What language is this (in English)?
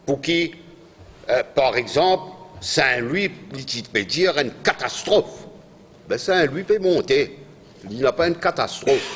Morisyen